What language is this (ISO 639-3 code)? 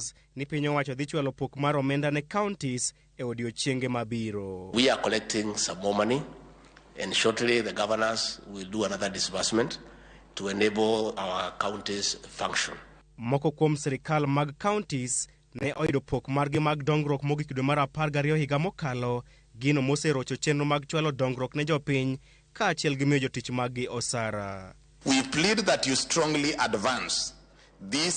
luo